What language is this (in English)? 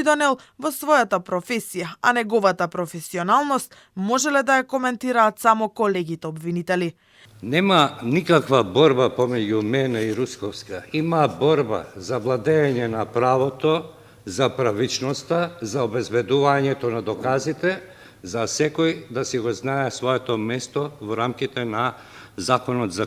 Macedonian